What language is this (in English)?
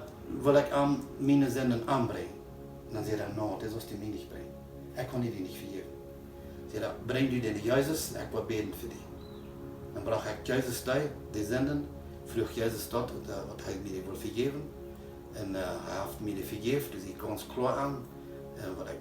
Plautdietsch